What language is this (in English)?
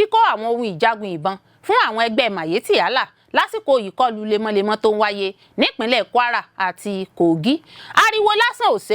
Yoruba